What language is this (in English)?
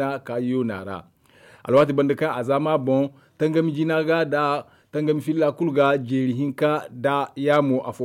Zarma